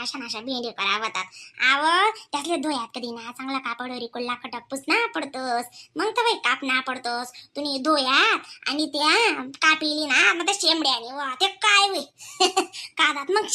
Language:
Khandesi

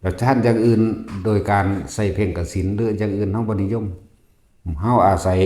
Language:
Northeastern Thai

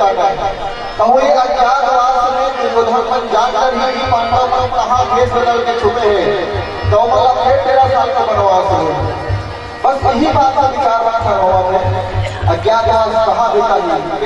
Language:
Chhattisgarhi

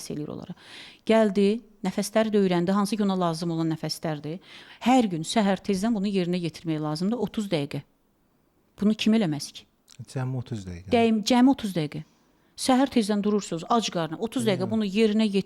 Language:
Azerbaijani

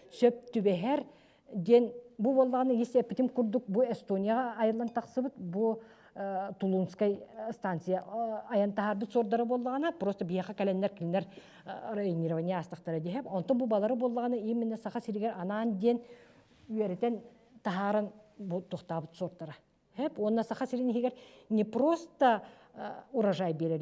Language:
Yakut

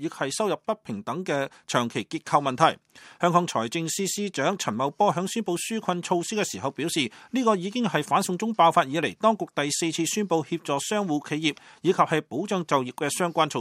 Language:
Cantonese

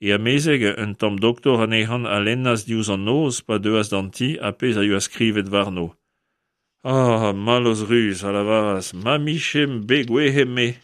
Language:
Breton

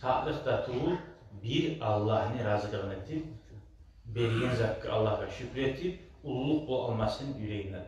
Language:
Kumyk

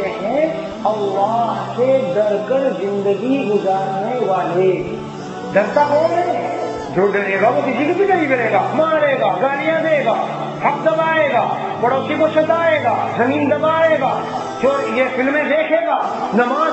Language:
Urdu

